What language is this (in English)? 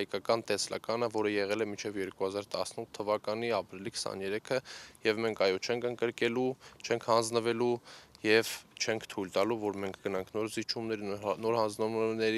Armenian